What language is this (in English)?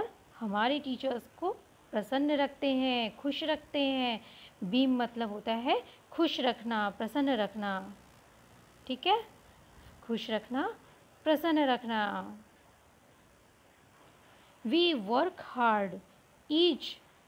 Hindi